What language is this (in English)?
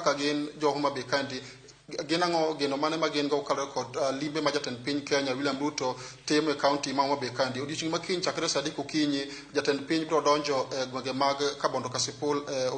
Luo (Kenya and Tanzania)